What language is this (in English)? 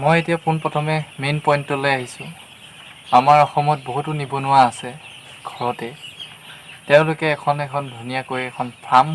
Assamese